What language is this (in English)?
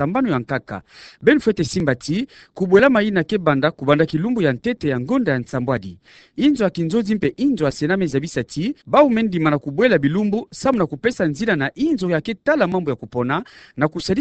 Kituba (Democratic Republic of Congo)